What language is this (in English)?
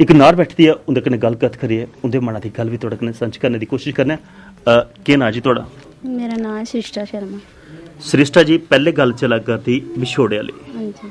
Dogri